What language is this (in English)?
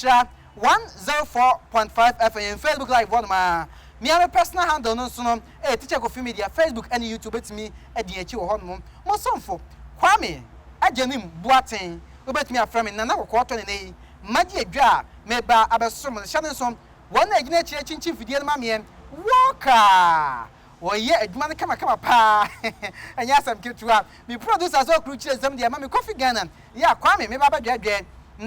Akan